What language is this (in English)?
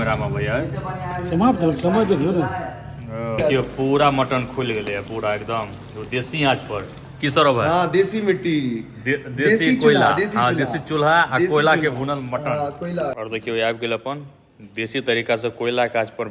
Maithili